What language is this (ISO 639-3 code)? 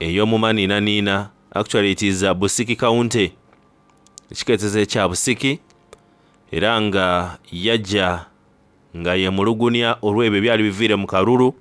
xog